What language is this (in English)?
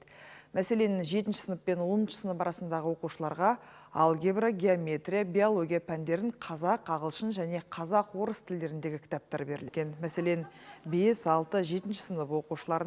Kazakh